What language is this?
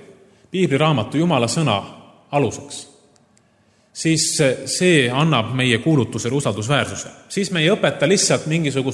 Estonian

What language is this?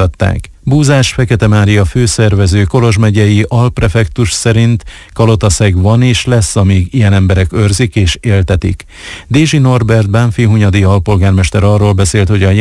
Hungarian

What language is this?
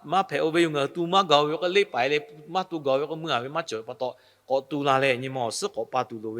Lahu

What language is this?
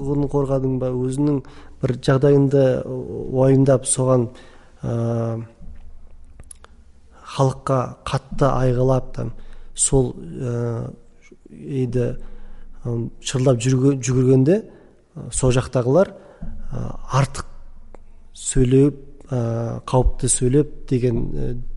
Kazakh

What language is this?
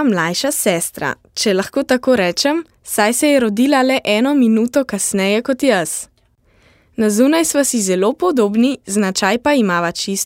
Slovenian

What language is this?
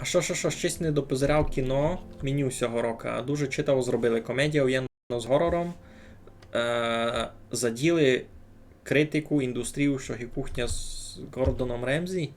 Rusyn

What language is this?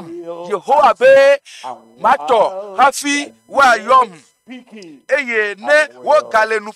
Ewe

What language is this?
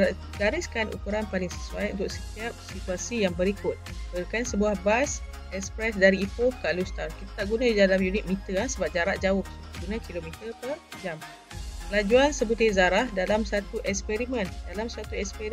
Malay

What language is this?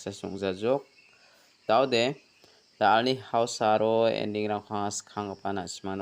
Garo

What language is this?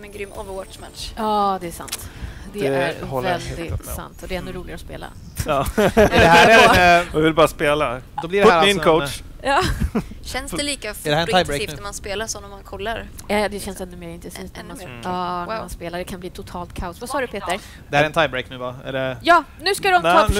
Swedish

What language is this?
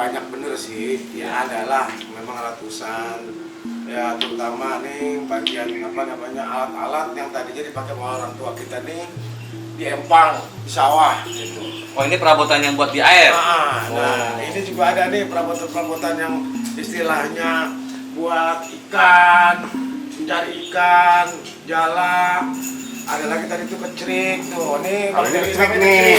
Betawi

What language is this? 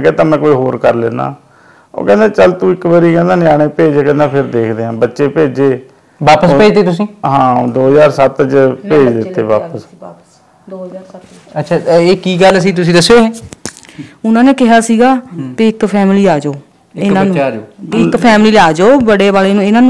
Punjabi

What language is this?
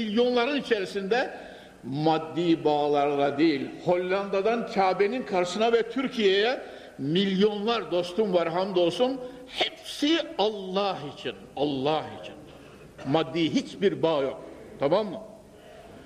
Turkish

